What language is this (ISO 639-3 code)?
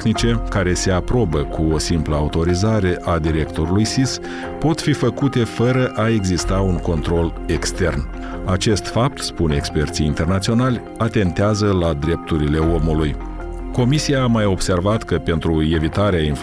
ron